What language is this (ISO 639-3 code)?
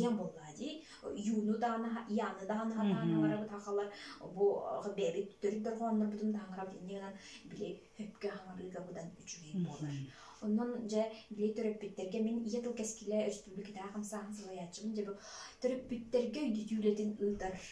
sah